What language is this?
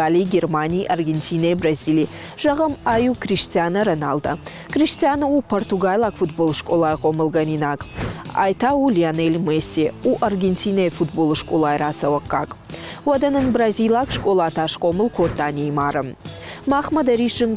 Ossetic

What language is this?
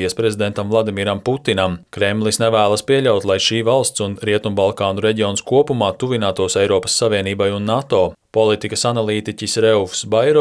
Latvian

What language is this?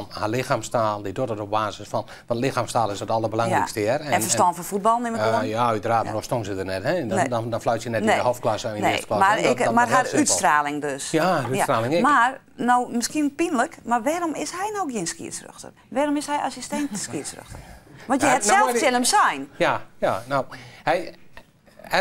Western Frisian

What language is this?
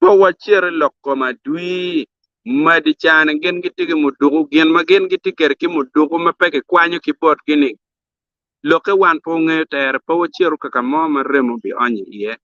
Acoli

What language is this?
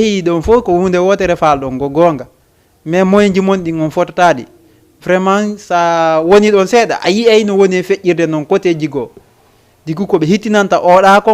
Fula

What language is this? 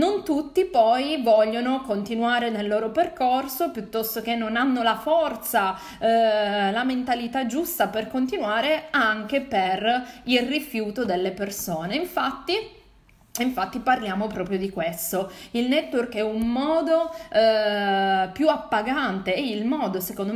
Italian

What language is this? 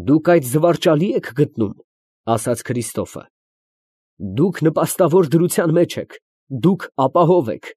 Armenian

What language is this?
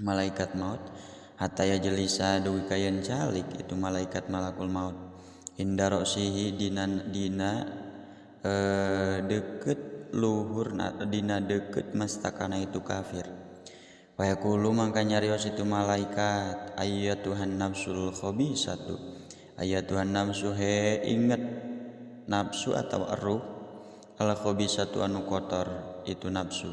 Sundanese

